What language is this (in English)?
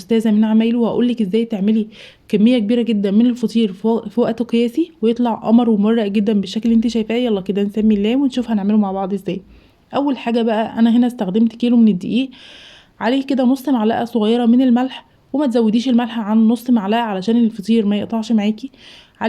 Egyptian Arabic